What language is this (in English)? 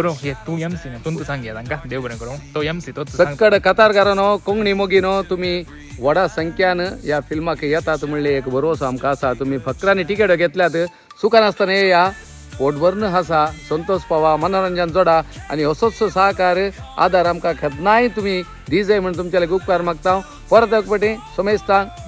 Konkani